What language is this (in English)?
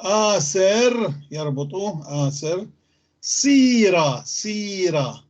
North Levantine Arabic